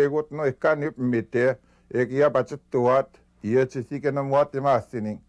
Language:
Western Ojibwa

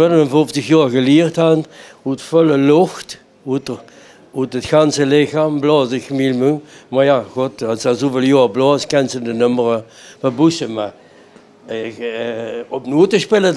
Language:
Limburgish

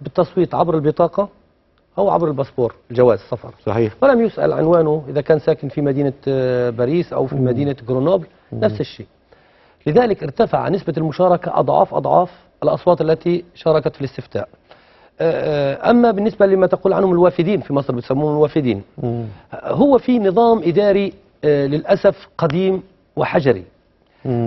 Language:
Egyptian Arabic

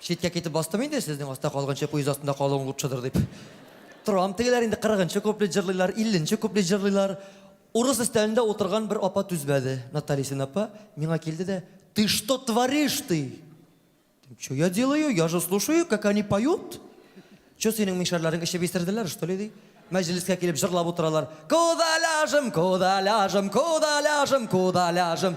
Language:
Tatar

